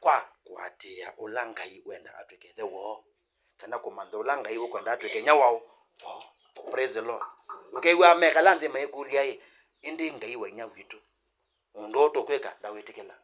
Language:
Kamba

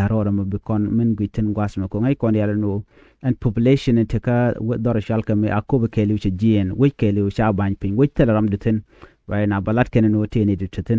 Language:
Nuer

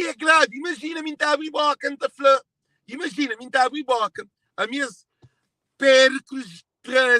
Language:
Kabuverdianu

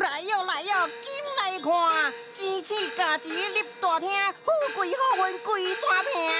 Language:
Min Nan Chinese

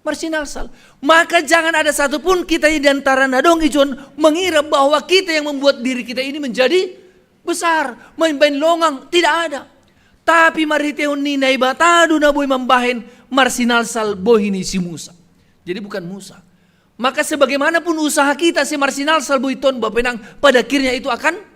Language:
Batak Simalungun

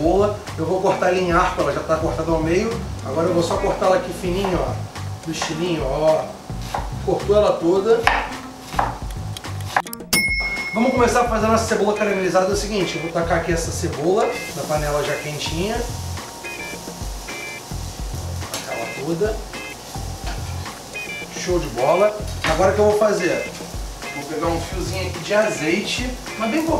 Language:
Portuguese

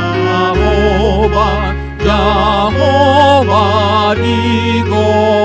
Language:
Batak Toba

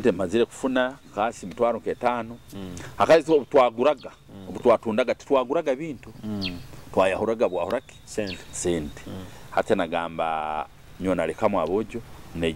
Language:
Nyoro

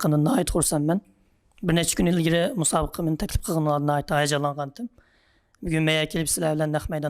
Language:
Uyghur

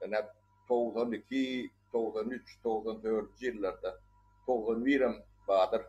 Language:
Turkmen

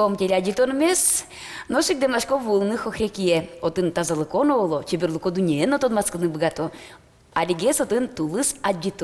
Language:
Udmurt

